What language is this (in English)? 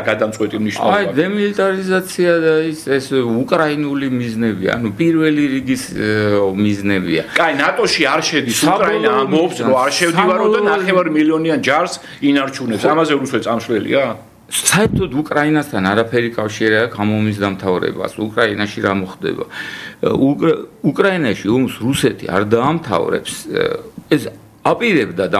Georgian